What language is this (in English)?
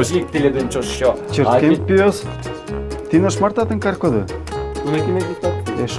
Udmurt